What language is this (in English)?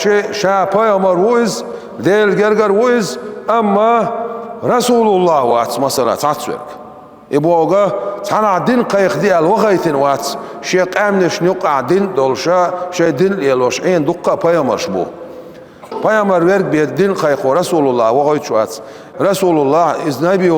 Chechen